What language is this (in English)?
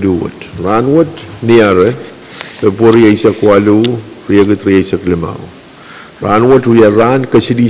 Pohnpeian